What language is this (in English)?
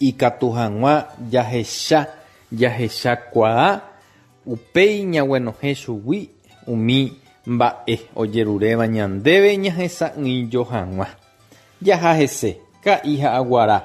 Guarani